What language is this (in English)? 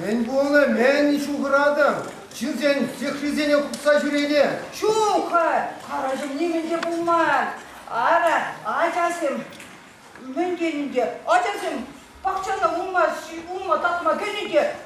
Chuvash